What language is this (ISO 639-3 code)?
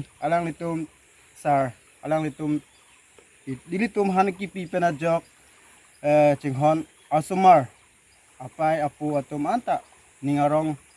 mjw